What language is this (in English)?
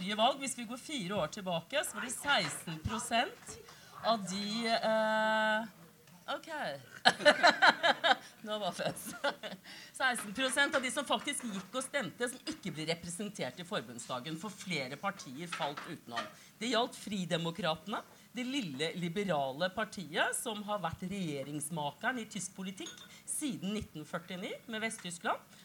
Norwegian